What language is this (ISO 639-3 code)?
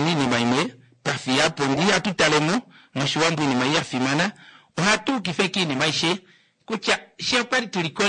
kua